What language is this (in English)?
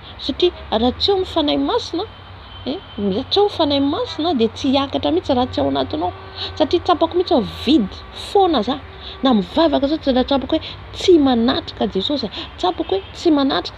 Malagasy